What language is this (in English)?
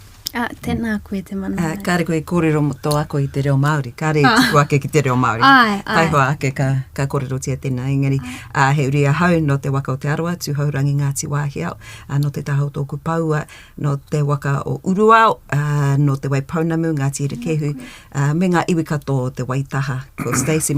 Māori